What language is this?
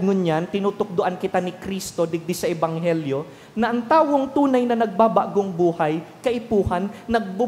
Bikol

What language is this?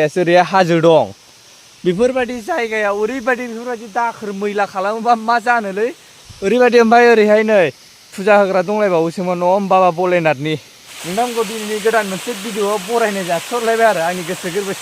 Bodo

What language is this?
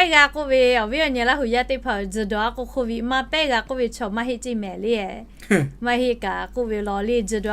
Lahu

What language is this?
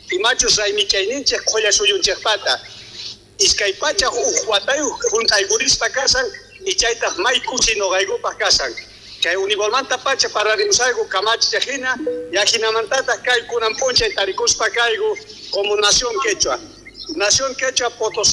South Bolivian Quechua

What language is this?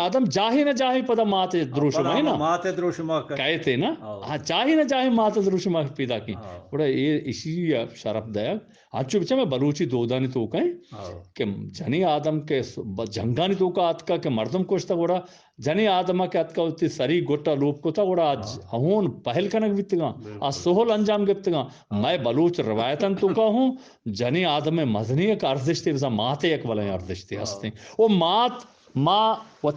Eastern Balochi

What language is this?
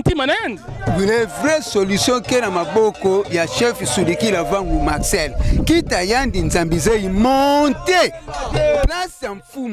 Kituba (Democratic Republic of Congo)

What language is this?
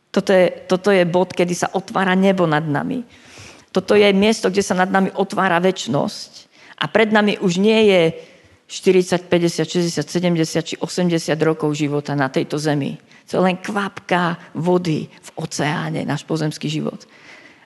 Slovak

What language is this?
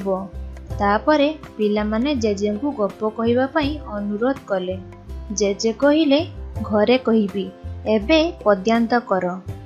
Odia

